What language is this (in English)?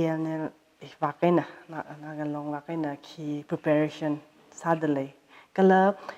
Tangkhul Naga (India)